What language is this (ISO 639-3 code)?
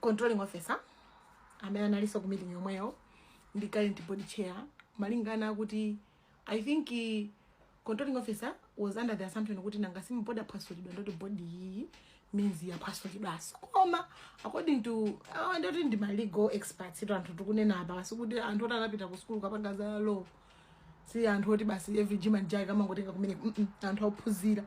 nya